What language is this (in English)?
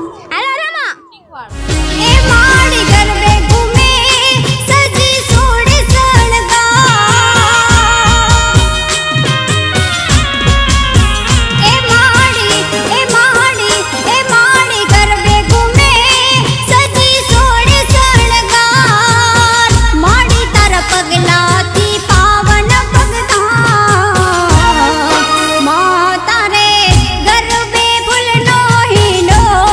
Gujarati